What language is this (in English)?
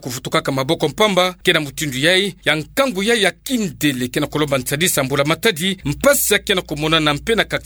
Kituba (Democratic Republic of Congo)